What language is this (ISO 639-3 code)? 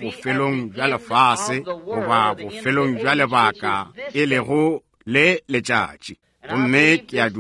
nso